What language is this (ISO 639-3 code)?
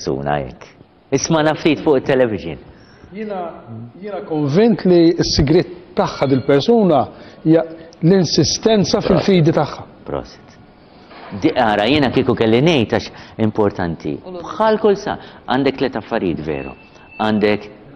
mlt